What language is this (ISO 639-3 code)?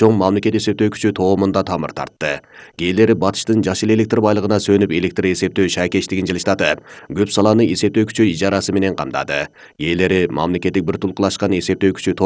kir